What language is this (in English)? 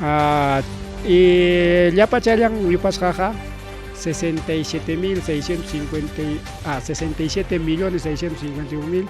Ayacucho Quechua